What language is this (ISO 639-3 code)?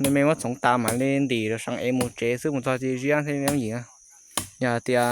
hmn